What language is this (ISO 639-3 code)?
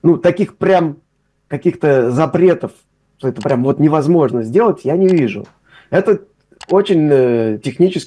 rus